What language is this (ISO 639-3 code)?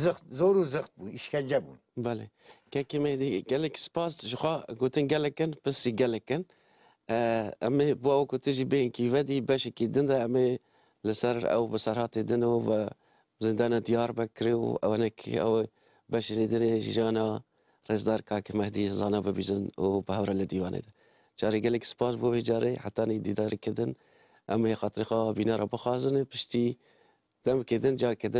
kur